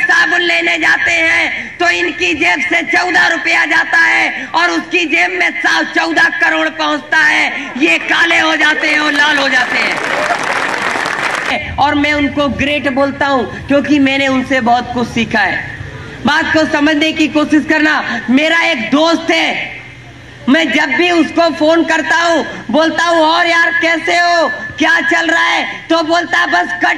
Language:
Hindi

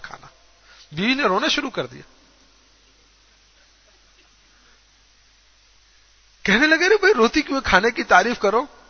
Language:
Urdu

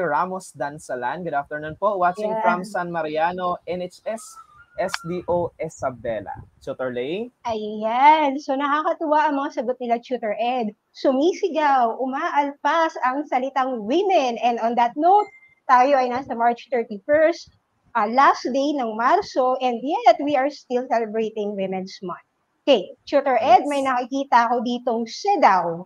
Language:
Filipino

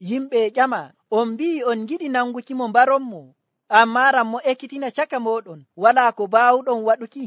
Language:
Nigerian Fulfulde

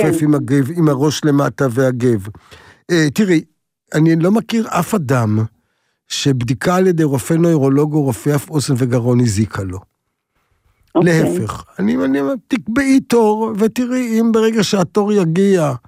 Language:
Hebrew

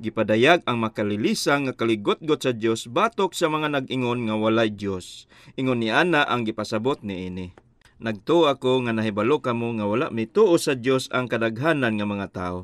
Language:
Cebuano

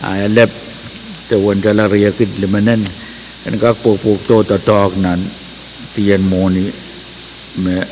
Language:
Pohnpeian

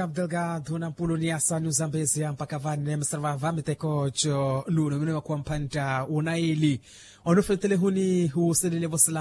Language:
Makhuwa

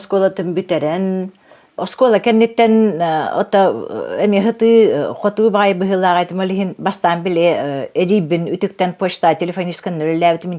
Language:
Yakut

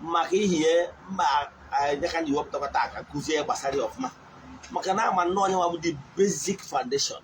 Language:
Igbo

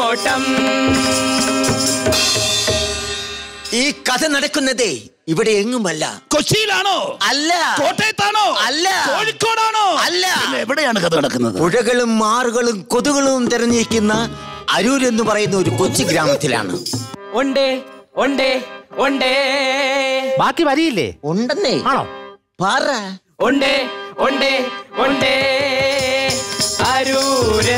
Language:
Malayalam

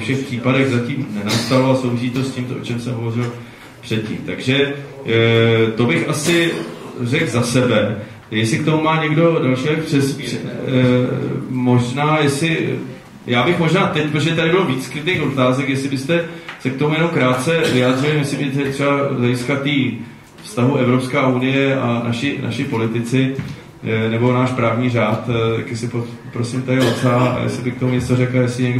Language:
Czech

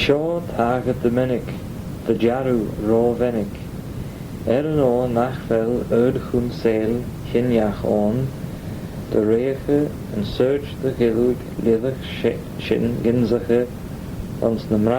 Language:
Manx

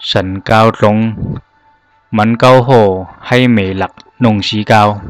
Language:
Zhuang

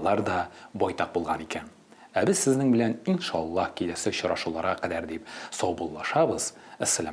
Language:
Tatar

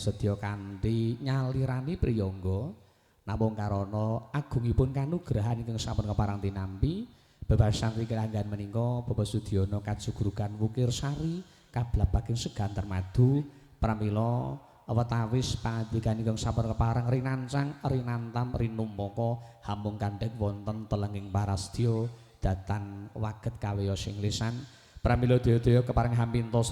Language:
Javanese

